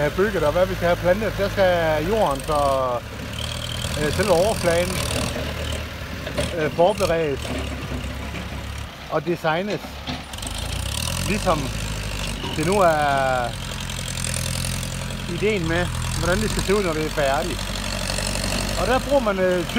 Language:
Danish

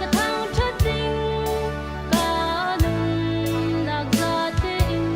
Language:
Falam Chin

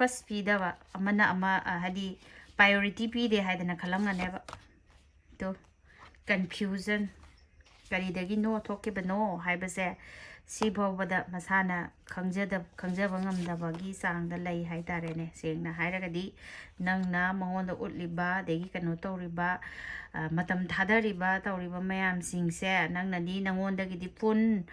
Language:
Manipuri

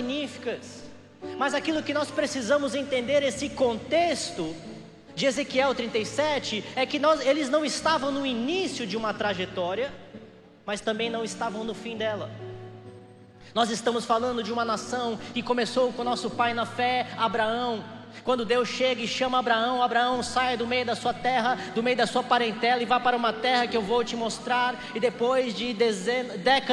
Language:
Portuguese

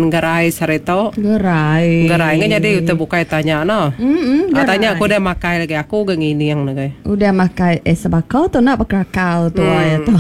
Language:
Iban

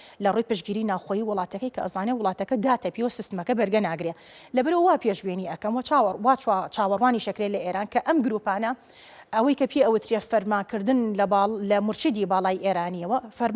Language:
Central Kurdish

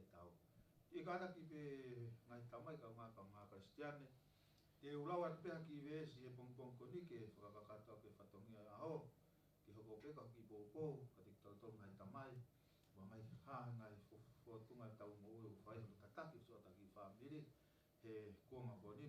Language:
Tongan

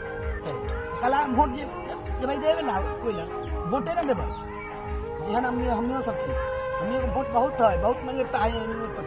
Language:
Maithili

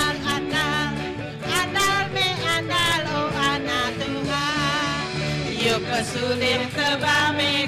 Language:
Iban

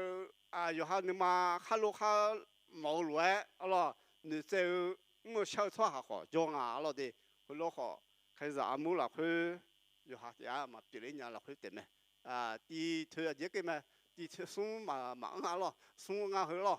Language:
Akha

